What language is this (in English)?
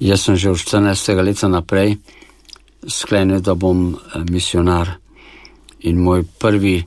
Slovenian